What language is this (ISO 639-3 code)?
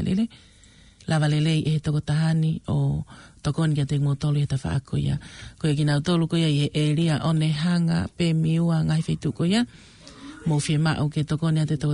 ton